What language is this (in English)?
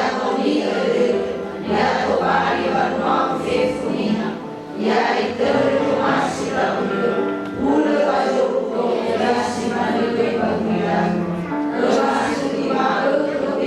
Nias